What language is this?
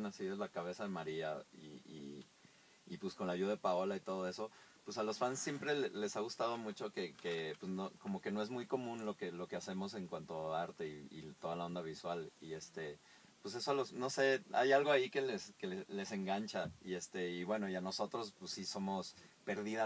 Spanish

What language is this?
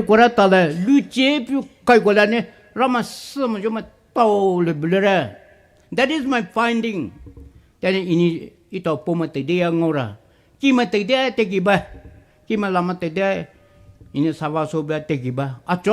Poumei Naga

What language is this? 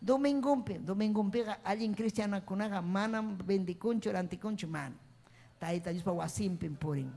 Ayacucho Quechua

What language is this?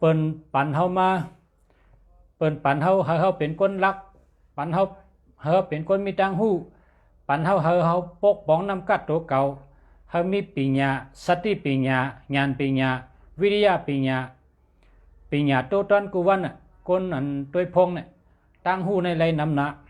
Shan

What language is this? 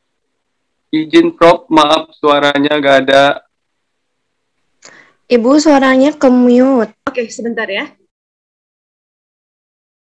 Indonesian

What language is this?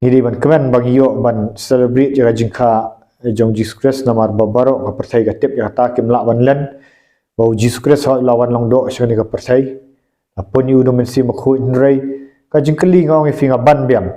Khasi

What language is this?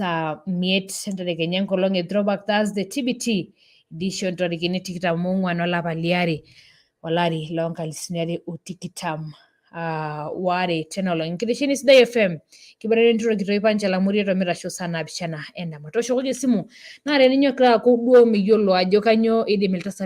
Masai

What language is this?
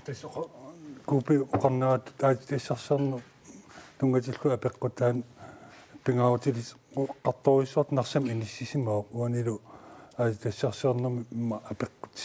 Kalaallisut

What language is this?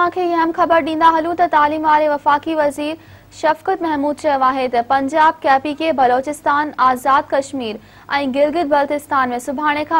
Sindhi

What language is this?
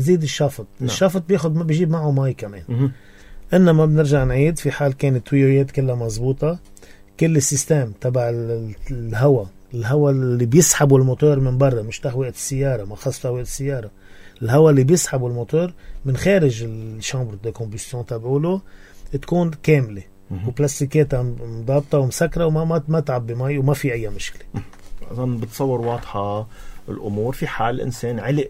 North Levantine Arabic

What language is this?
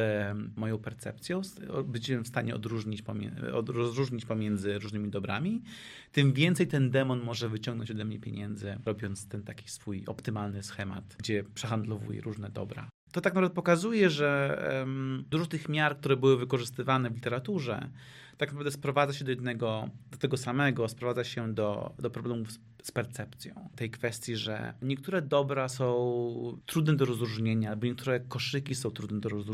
Polish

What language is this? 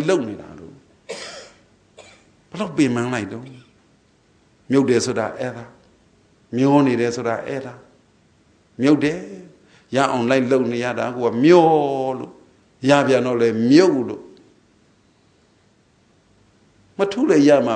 Burmese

